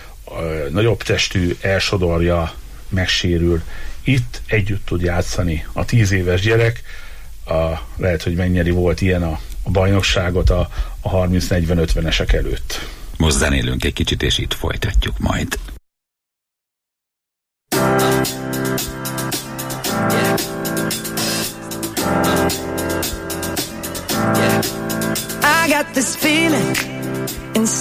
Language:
Hungarian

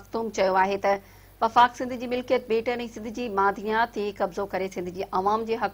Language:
Sindhi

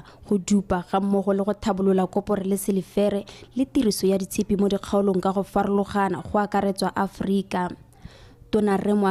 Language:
Tswana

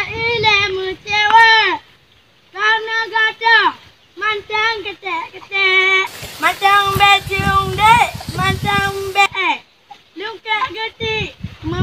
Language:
Achinese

